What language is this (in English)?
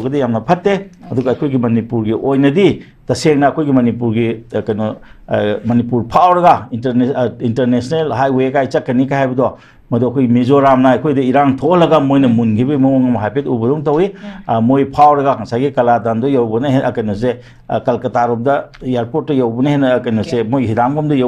Manipuri